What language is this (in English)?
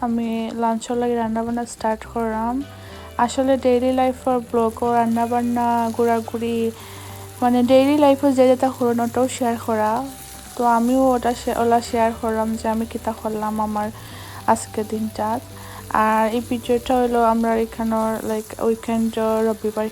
Sylheti